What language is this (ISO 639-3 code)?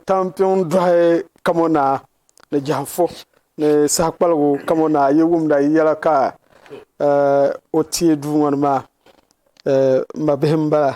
dag